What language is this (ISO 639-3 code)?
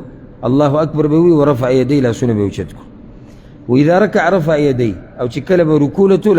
pus